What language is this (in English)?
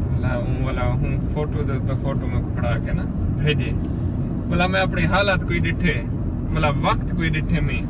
Saraiki